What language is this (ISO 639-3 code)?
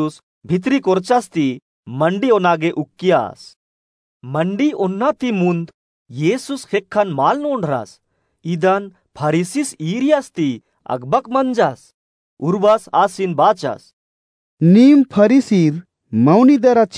kru